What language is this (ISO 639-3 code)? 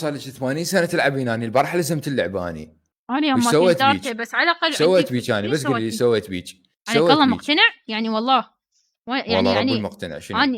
acm